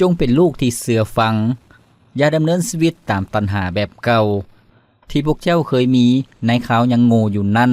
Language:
Lao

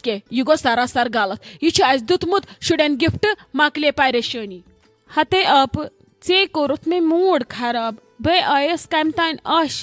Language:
Kashmiri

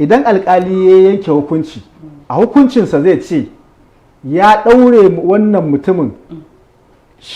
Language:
Hausa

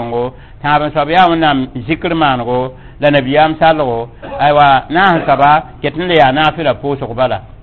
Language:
Mossi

